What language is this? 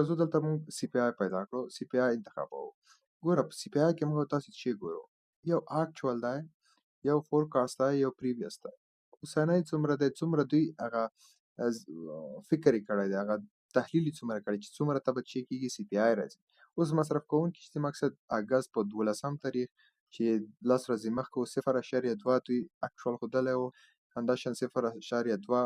Pashto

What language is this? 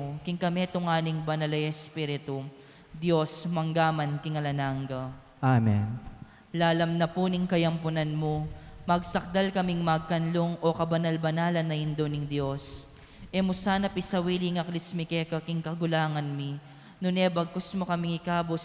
Pampanga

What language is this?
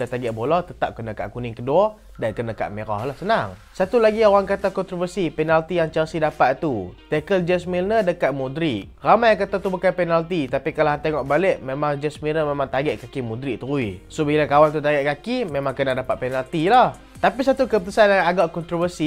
Malay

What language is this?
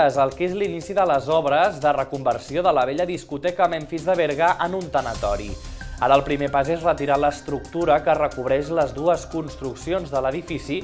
Catalan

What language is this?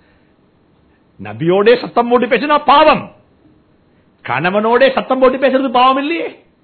Tamil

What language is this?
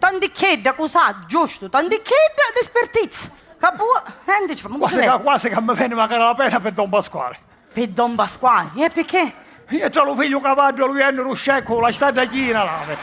Sicilian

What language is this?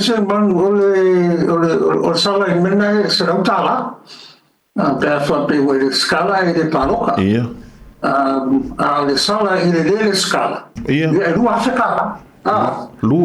Samoan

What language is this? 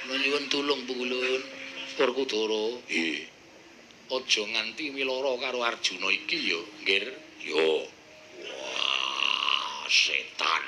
Javanese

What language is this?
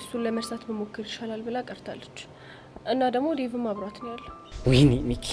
Amharic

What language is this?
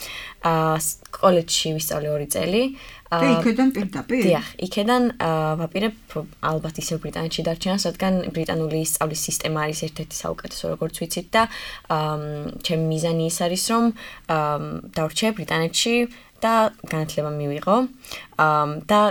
Georgian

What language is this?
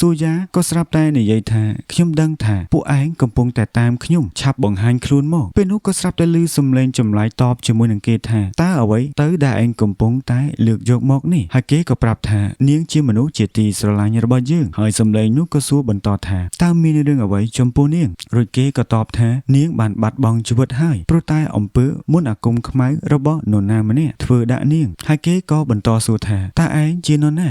Khmer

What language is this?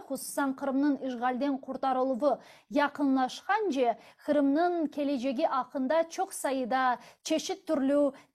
Crimean Tatar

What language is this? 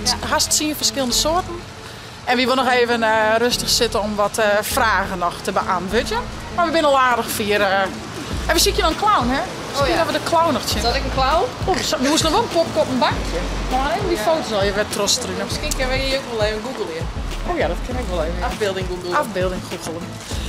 Western Frisian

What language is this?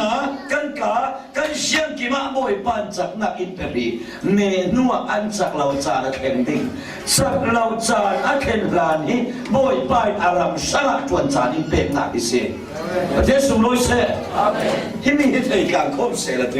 Falam Chin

